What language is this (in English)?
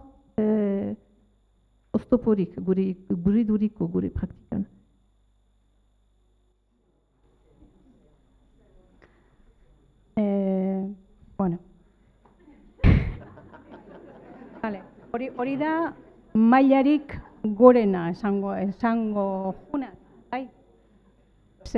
Basque